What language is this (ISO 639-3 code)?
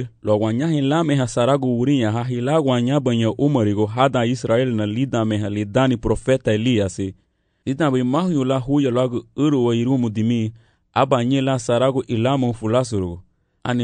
cab